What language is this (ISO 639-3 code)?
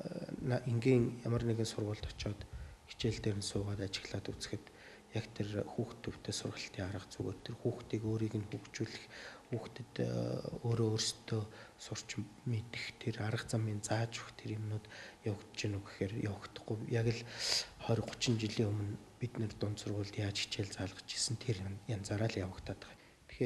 mon